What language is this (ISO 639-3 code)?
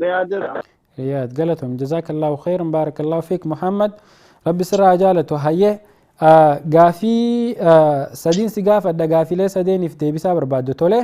orm